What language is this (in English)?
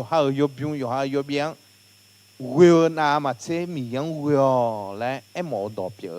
Akha